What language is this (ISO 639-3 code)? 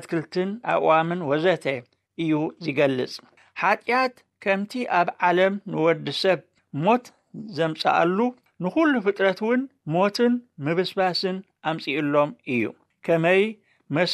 tir